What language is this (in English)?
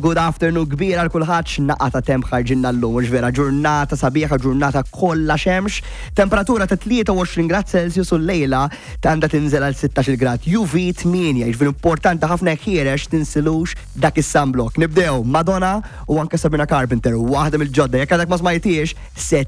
Maltese